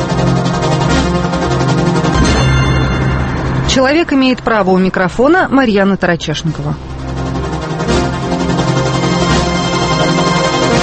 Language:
Russian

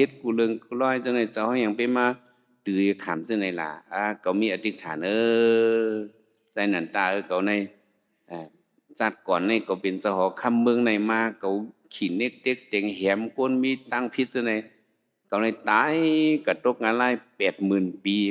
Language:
Shan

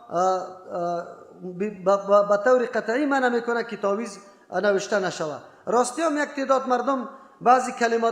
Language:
Persian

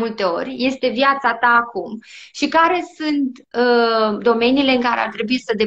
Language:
Romanian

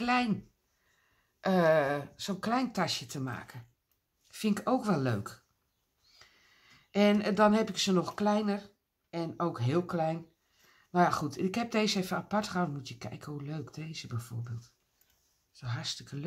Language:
Dutch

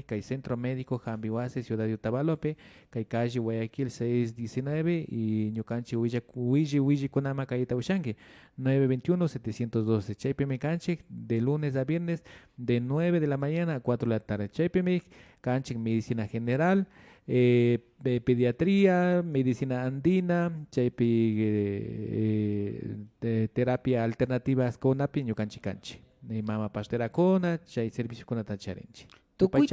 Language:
Imbabura Highland Quichua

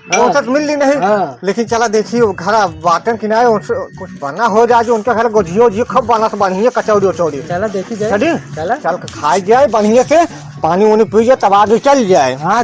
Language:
Awadhi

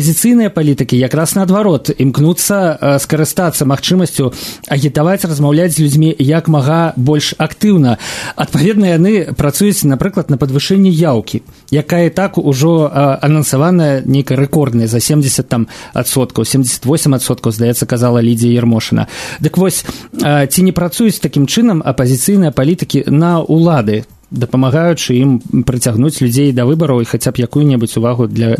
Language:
Belarusian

